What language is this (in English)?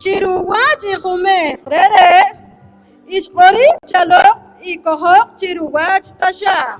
Poqomchi'